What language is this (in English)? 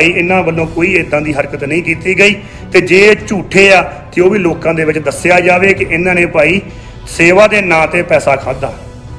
Punjabi